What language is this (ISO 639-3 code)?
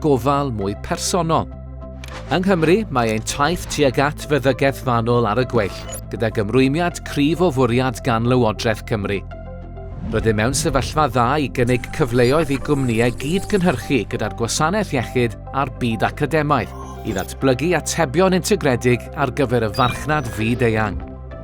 cym